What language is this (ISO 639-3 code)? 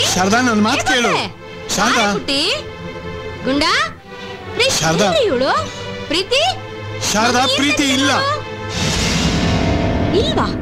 kan